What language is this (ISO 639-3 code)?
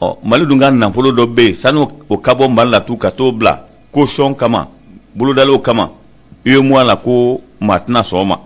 bam